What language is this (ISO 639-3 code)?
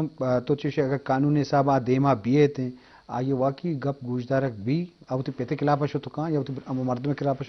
bgp